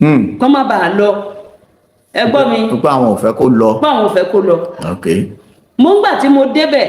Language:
Yoruba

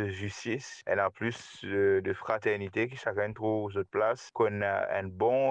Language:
Morisyen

